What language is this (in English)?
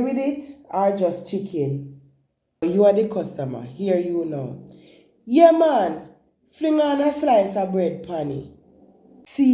Jamaican Creole English